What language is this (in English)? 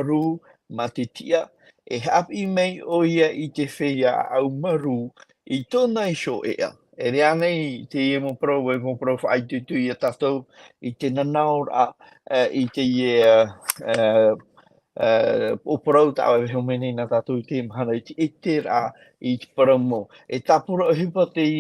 Tahitian